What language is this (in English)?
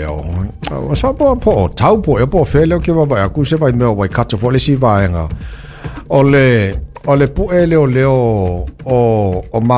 Samoan